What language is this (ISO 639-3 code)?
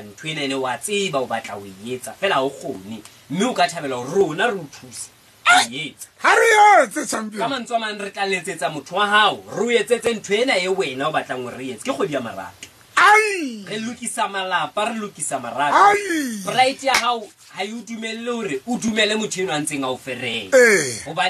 sot